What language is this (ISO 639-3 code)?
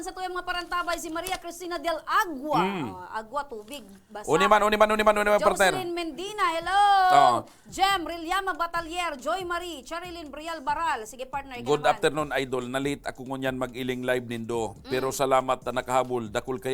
bik